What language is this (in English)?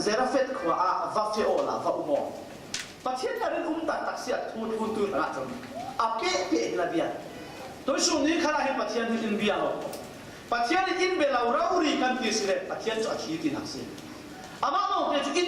Falam Chin